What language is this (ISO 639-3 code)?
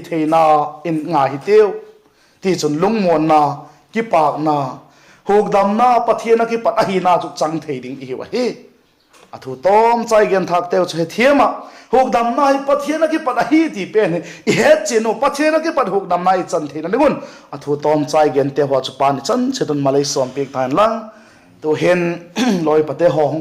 vap